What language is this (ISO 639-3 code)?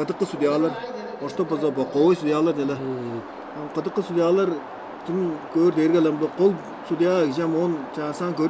tyv